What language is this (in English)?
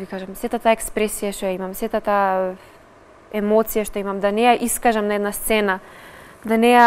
Macedonian